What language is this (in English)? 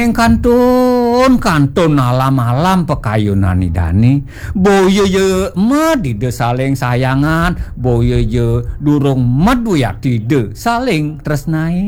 Balinese